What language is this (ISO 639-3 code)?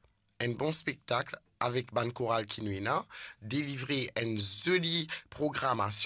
mfe